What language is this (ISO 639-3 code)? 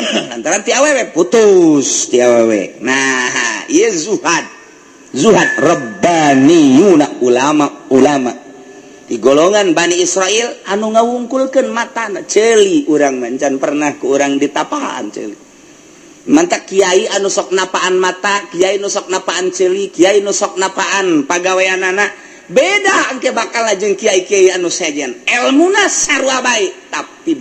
sun